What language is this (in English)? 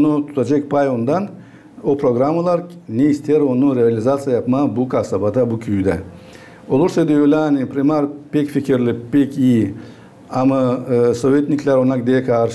Gagauz